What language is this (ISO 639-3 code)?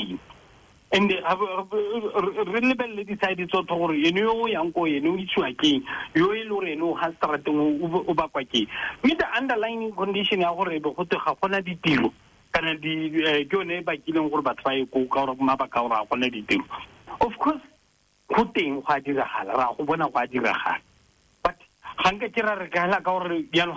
tsn